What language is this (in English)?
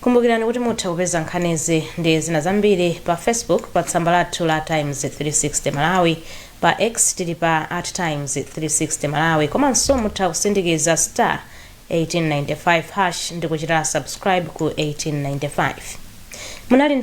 Nyanja